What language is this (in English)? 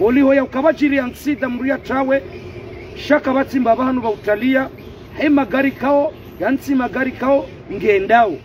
Ngazidja Comorian